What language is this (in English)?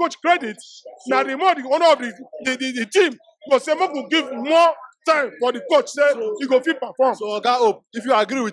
Nigerian Pidgin